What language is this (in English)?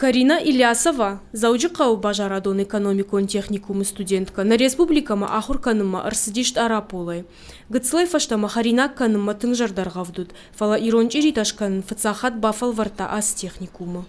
Ossetic